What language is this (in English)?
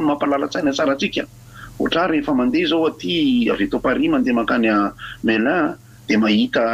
Malagasy